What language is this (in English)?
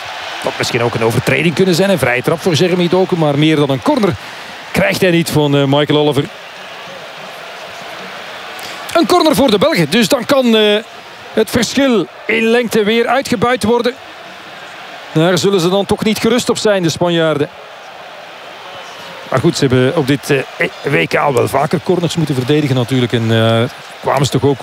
Dutch